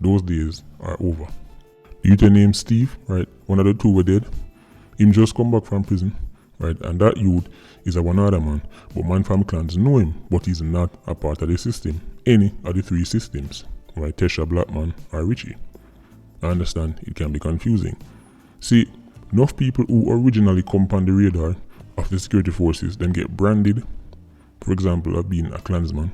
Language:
Jamaican Creole English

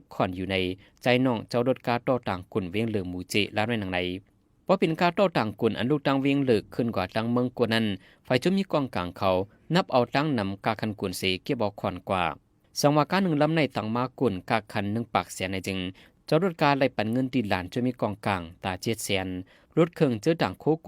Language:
Shan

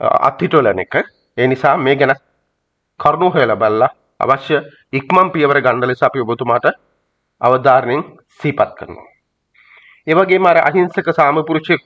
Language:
Sinhala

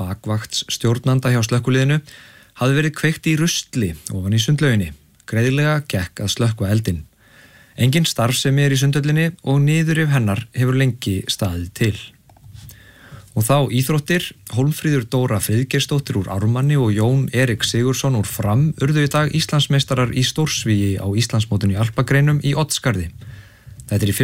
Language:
Icelandic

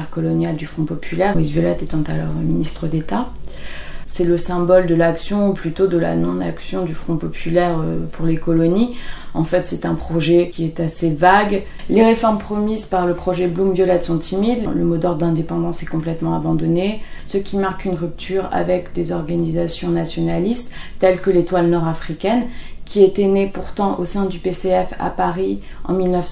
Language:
French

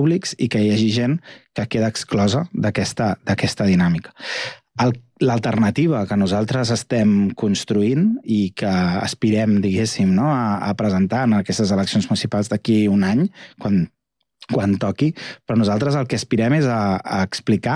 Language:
Catalan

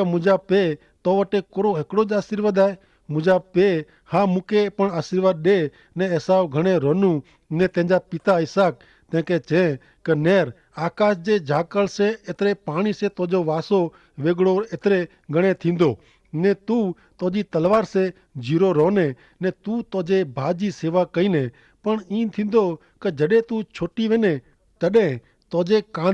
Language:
Kachhi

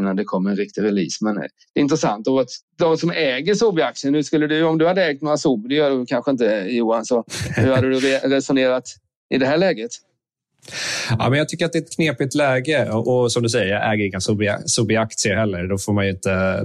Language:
Swedish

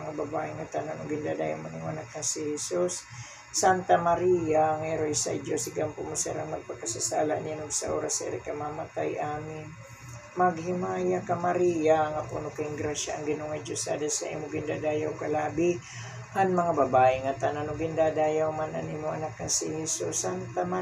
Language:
Waray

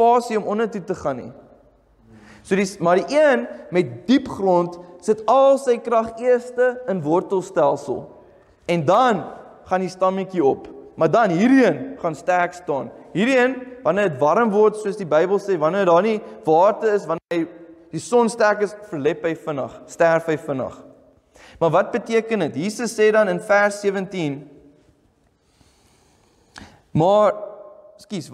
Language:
Afrikaans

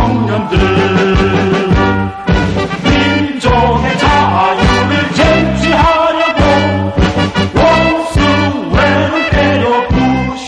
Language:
Korean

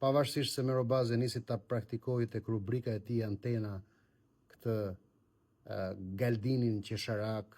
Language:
Albanian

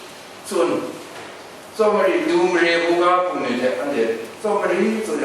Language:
Kachin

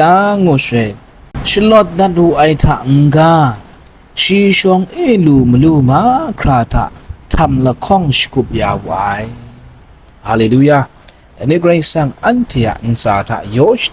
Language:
Kachin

